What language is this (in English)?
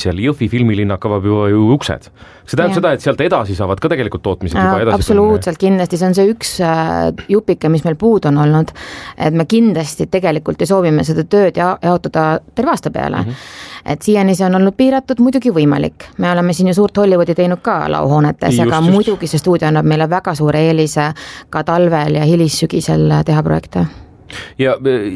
Estonian